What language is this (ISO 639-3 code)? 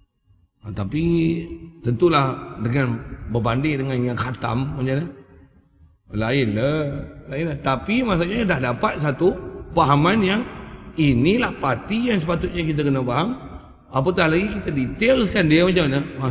msa